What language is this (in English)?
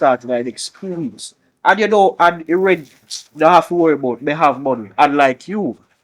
Jamaican Creole English